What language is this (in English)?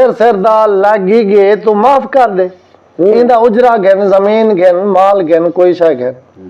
Saraiki